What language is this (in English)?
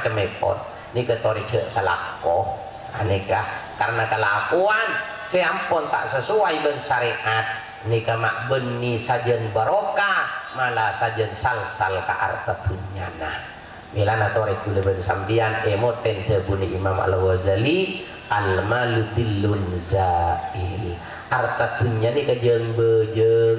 Madurese